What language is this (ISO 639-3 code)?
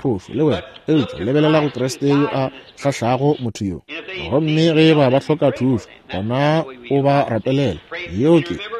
nso